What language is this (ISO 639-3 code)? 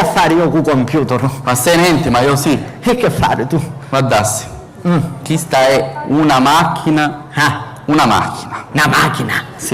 scn